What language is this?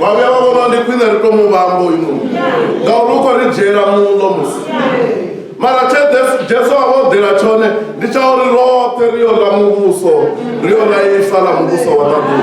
Venda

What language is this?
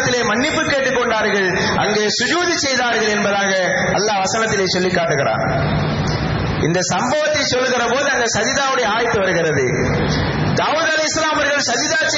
Tamil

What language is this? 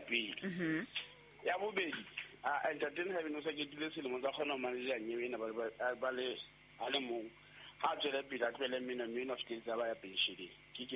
Southern Sotho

